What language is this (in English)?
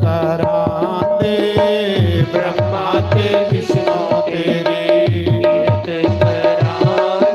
Dogri